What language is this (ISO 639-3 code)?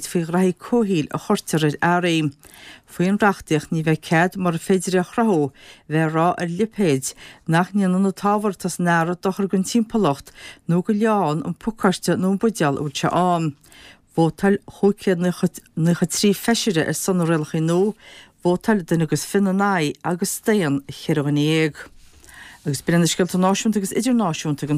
gle